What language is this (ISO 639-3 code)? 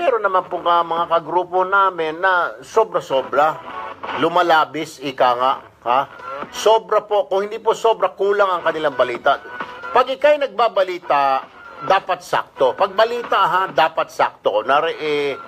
fil